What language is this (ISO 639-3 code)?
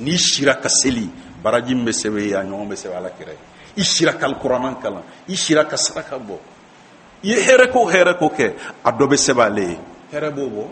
bam